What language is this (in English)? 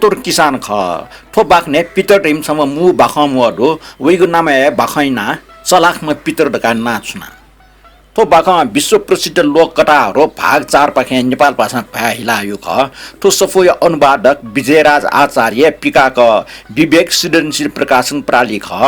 Newari